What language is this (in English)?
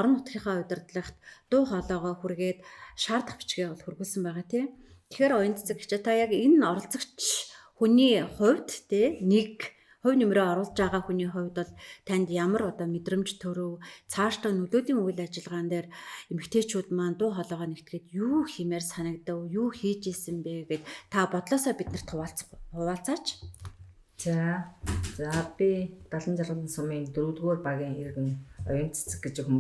Mongolian